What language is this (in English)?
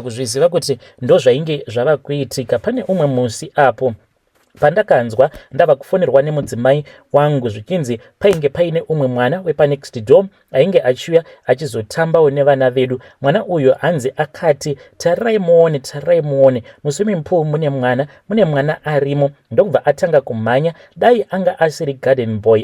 Shona